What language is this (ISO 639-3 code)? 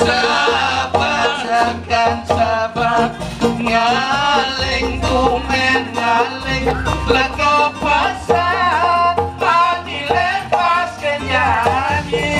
ban